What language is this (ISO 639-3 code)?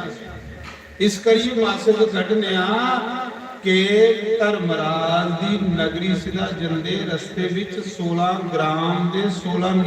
doi